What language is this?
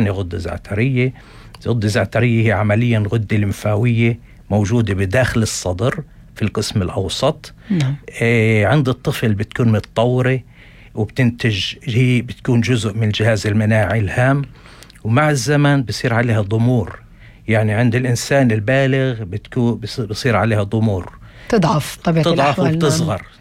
North Levantine Arabic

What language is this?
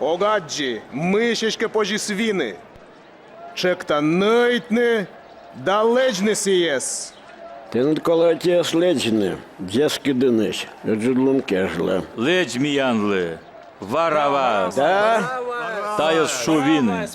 Komi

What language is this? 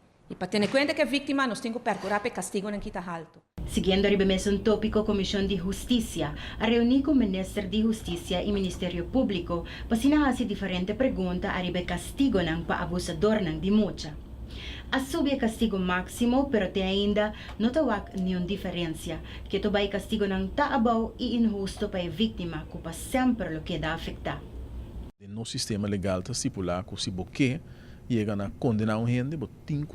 Papiamento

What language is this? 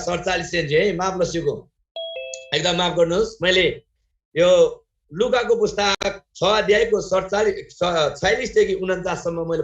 Eastern Tamang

